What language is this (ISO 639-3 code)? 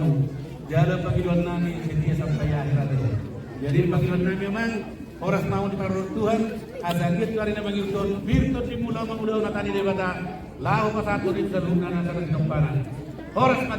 bbc